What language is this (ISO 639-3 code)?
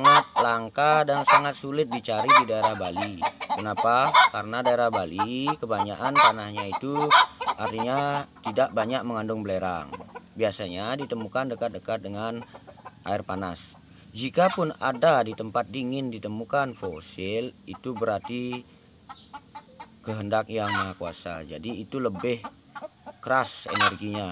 ind